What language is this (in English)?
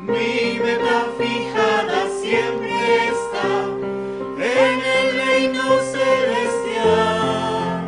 Aymara